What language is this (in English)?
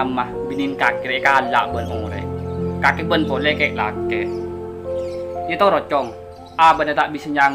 Madurese